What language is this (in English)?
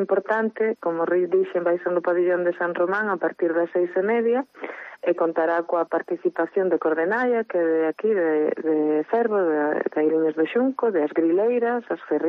Galician